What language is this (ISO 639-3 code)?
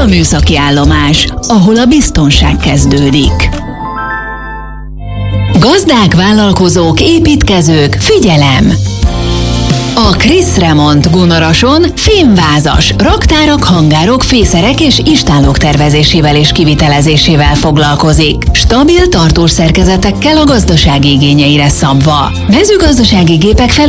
hun